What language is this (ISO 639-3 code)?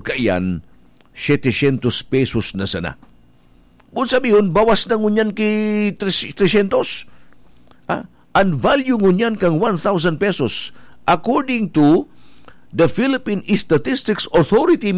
bik